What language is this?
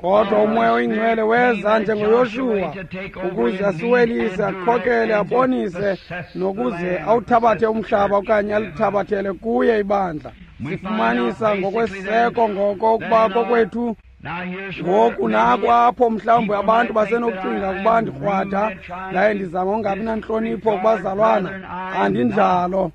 Xhosa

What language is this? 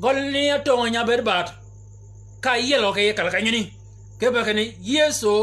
Shilluk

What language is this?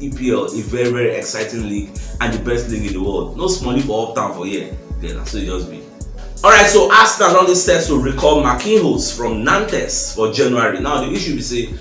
Nigerian Pidgin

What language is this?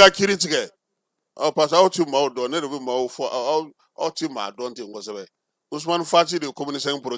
Bambara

